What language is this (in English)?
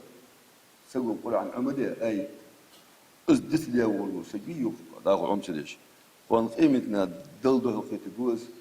Ingush